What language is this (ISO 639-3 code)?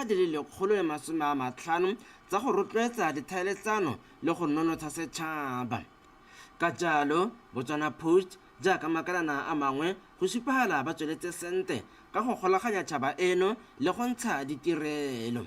tsn